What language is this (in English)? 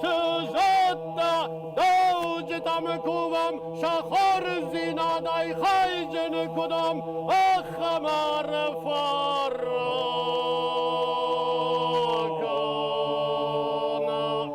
Ossetic